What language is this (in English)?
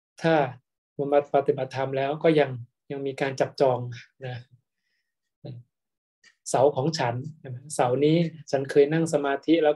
Thai